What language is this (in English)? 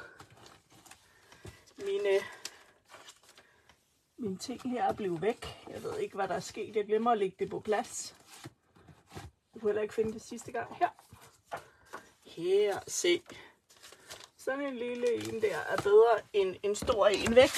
Danish